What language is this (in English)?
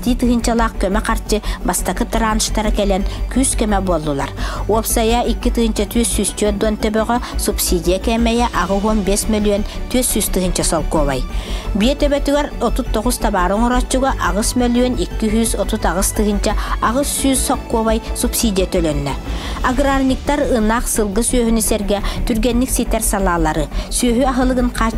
Yakut